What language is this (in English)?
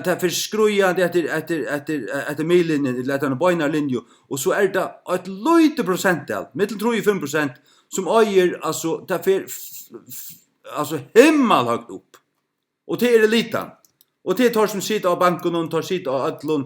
Faroese